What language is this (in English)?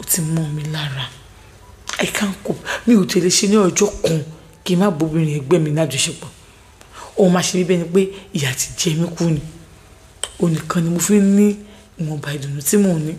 Yoruba